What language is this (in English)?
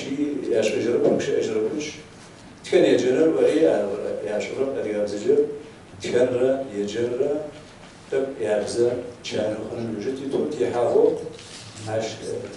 Kabardian